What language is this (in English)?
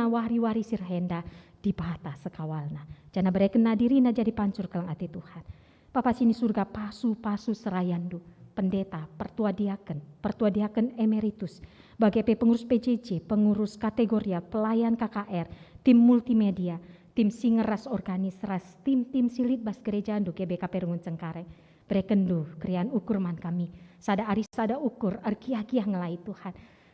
Batak Karo